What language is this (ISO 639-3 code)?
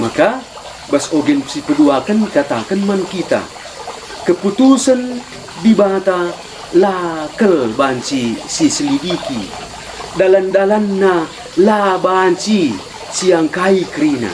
btx